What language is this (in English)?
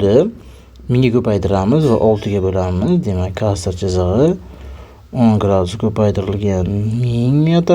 Uzbek